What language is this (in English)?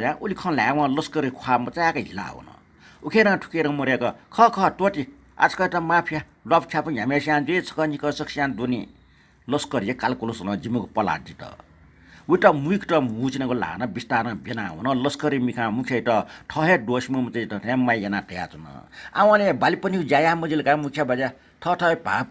Newari